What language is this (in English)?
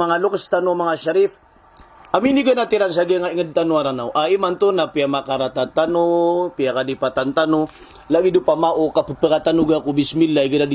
Maranao